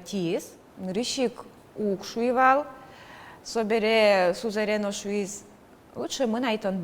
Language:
Udmurt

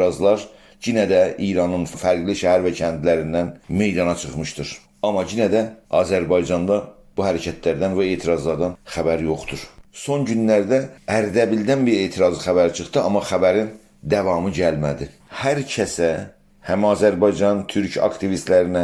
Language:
South Azerbaijani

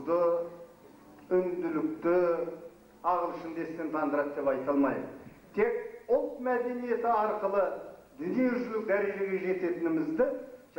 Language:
Kazakh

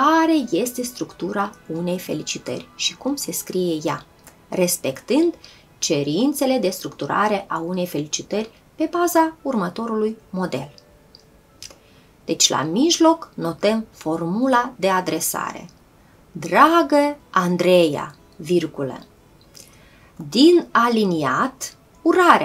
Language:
Romanian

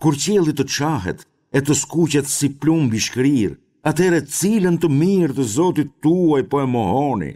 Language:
Albanian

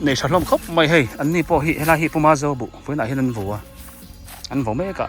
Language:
Biete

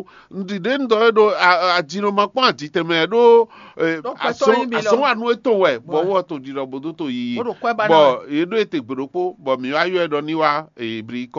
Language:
Fon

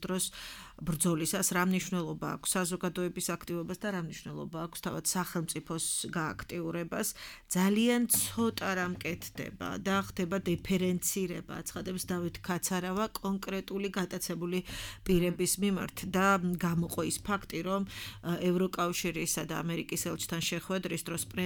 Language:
Georgian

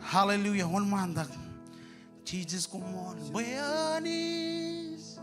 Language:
Marshallese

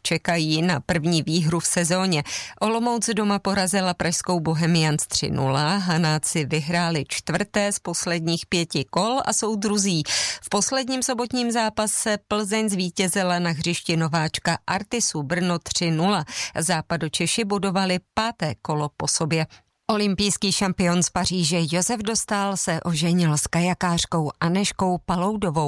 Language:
Czech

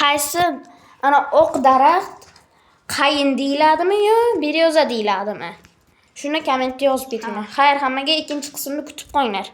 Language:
Uzbek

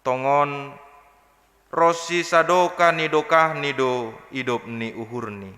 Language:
Batak Simalungun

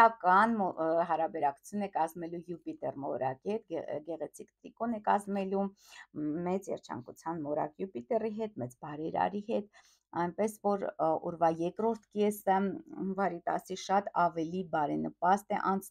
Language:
Armenian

